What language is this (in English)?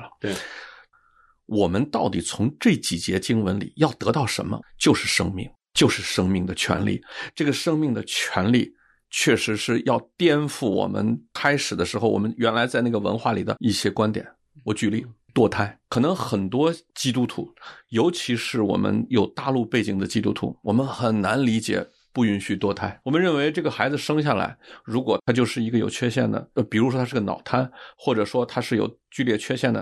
Chinese